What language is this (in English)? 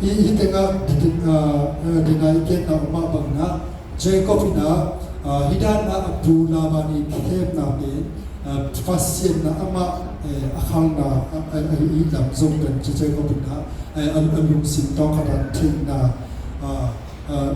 Tedim Chin